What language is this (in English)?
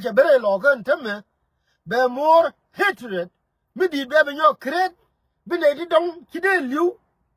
Nuer